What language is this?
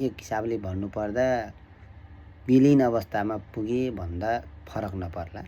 Nepali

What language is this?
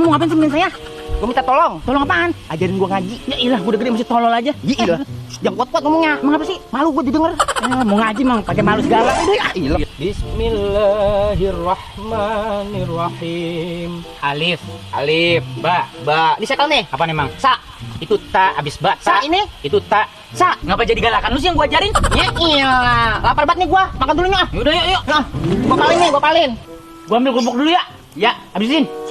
Betawi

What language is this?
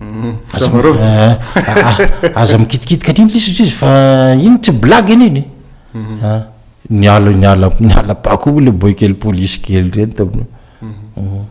Malagasy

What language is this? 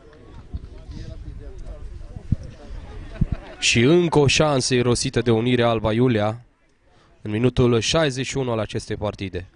Romanian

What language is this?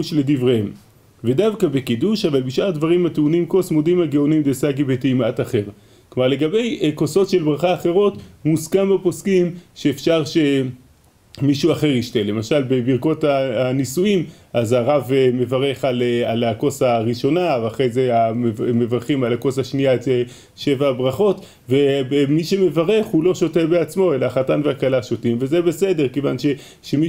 Hebrew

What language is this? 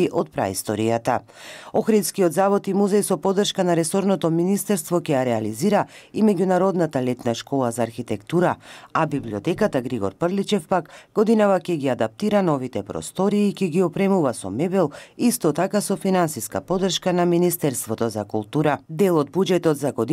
Macedonian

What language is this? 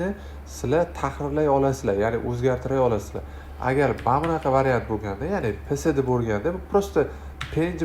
Uzbek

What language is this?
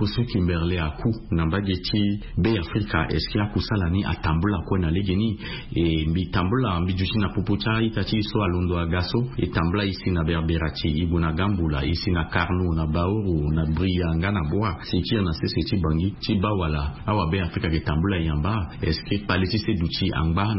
Sango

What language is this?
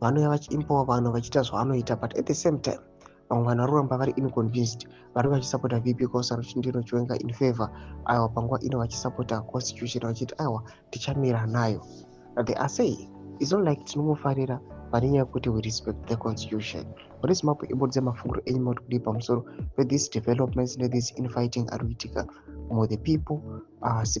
Shona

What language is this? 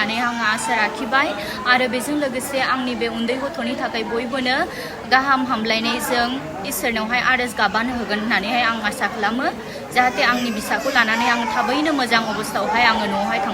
Bodo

